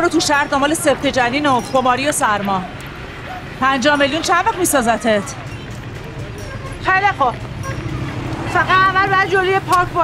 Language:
Persian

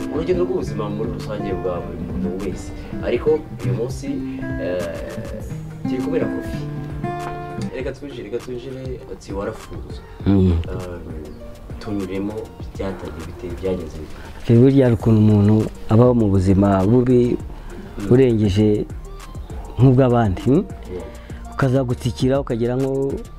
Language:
Kinyarwanda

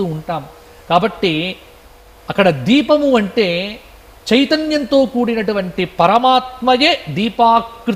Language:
Telugu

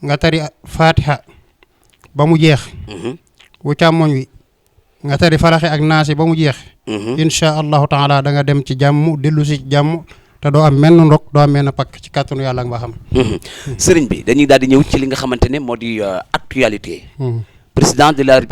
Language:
Wolof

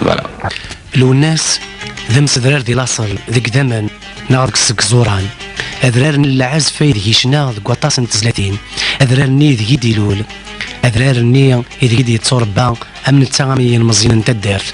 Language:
Kabyle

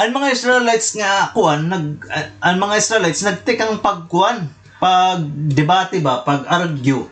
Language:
Waray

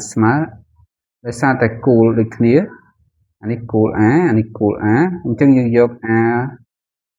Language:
Khmer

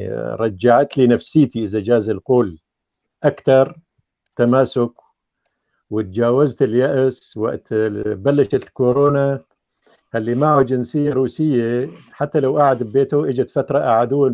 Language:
North Levantine Arabic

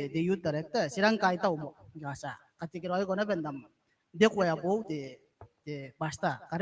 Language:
Gilbertese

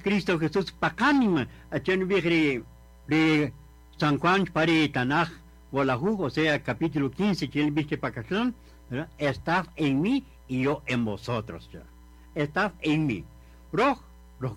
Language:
Kaqchikel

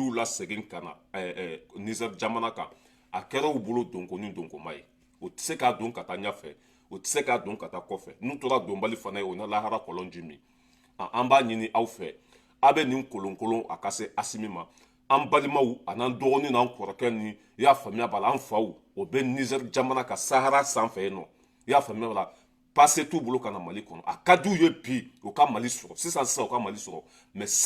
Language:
Bambara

